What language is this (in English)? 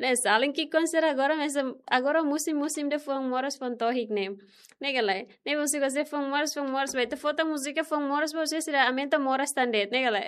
Tetum